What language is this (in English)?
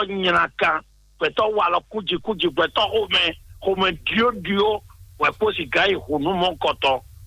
Fon